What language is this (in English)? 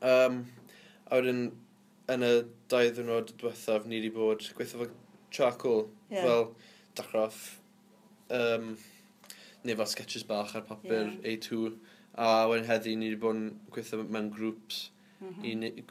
Welsh